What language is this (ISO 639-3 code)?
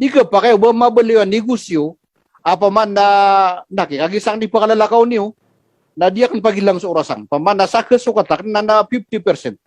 mrw